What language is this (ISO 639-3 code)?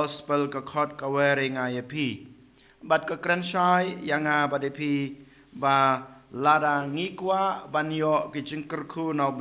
kha